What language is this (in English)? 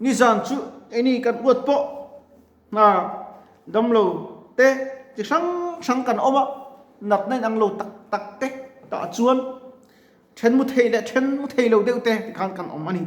Mizo